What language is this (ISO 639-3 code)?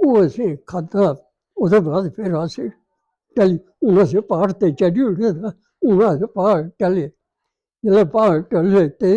doi